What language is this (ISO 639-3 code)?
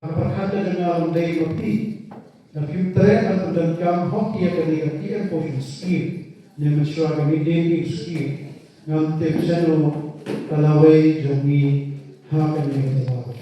kha